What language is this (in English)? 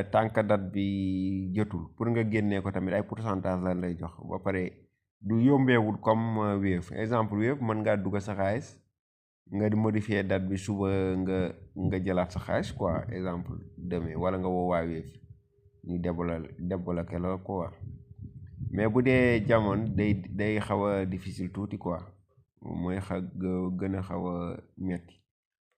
Wolof